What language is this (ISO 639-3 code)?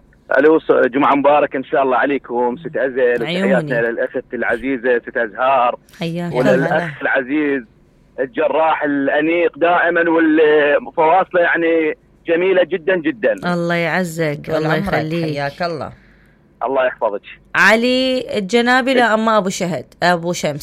acm